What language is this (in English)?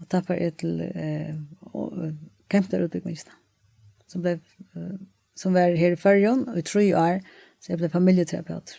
Faroese